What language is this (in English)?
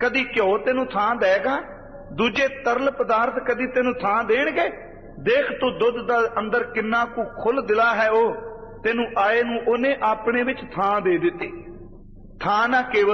Punjabi